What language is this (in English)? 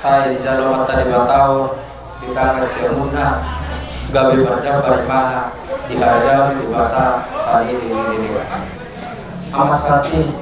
Batak Toba